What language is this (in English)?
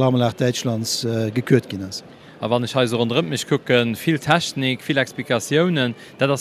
Luxembourgish